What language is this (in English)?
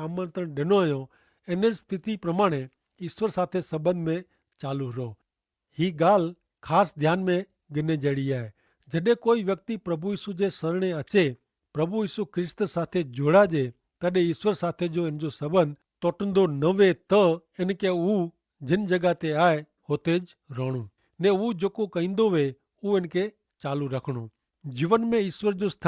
Kachhi